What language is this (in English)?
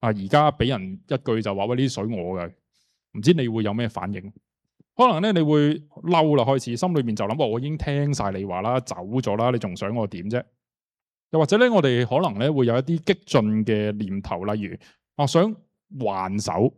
Cantonese